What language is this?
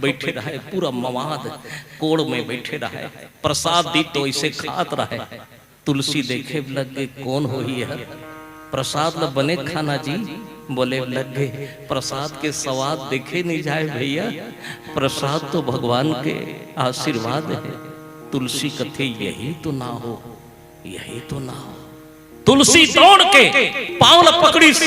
Chhattisgarhi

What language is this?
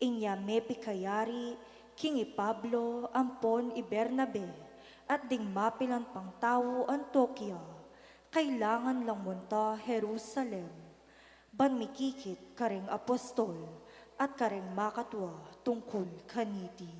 Pampanga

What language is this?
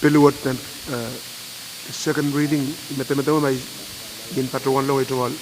Pohnpeian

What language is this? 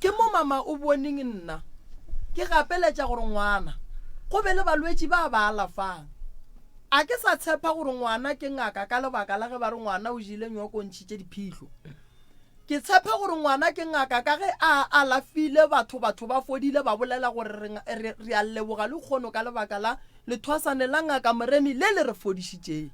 Northern Sotho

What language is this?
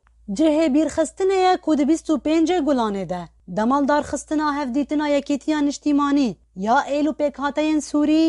Kurdish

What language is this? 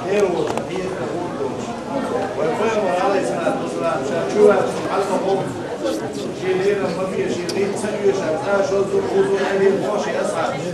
Chechen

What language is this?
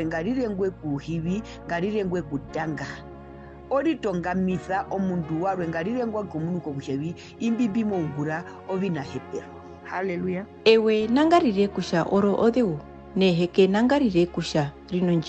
Herero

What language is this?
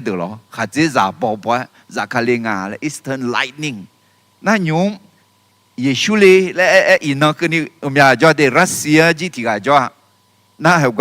Akha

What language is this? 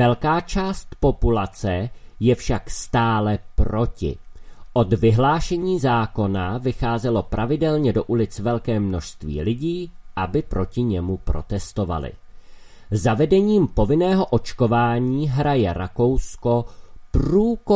Czech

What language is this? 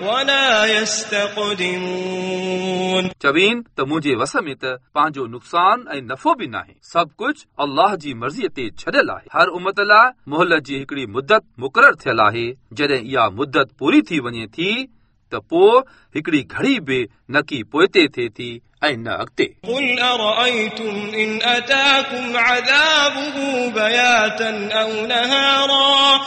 Sindhi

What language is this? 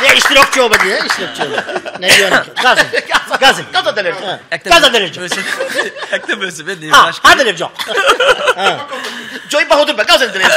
Tajik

